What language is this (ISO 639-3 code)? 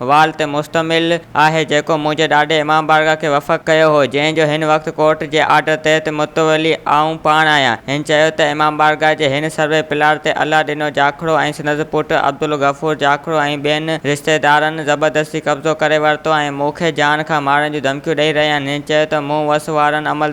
snd